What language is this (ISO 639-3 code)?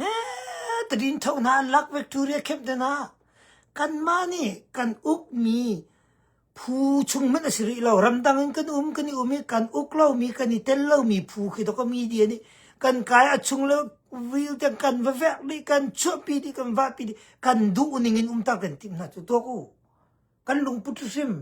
cnh